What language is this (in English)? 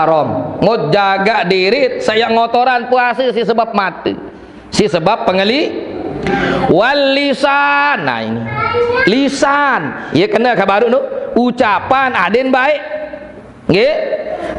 Sasak